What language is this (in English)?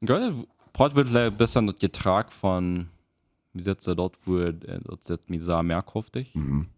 Plautdietsch